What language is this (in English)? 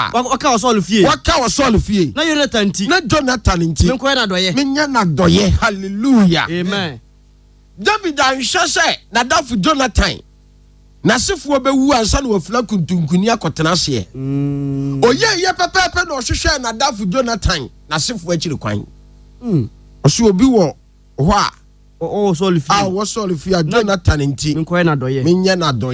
Akan